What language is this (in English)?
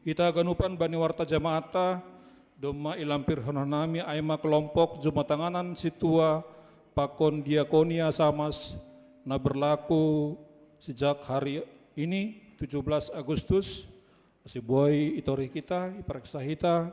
Batak Simalungun